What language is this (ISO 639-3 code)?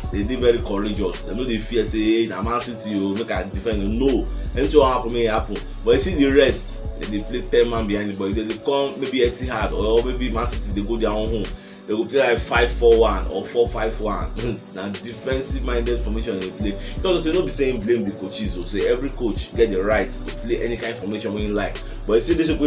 pcm